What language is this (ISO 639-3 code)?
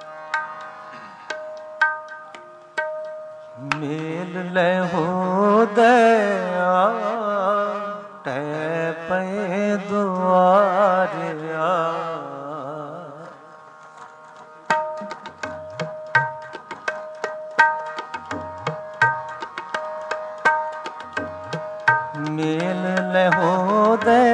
pan